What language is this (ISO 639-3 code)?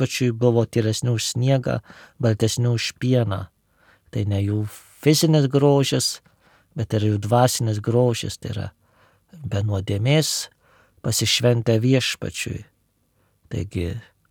lit